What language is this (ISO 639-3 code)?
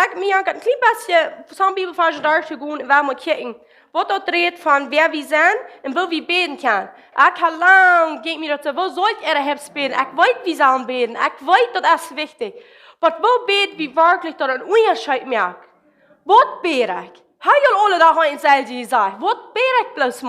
pdt